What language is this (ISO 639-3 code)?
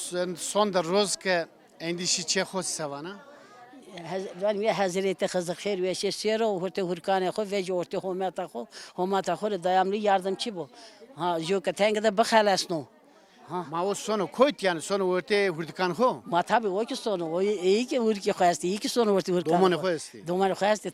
zza